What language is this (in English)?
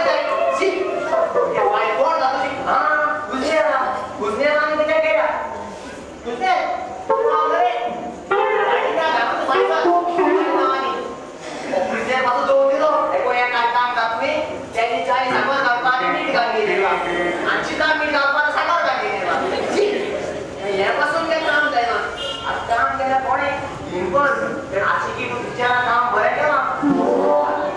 Konkani